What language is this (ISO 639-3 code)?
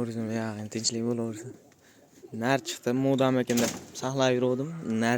uzb